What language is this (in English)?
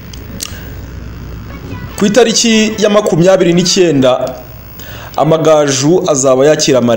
Kinyarwanda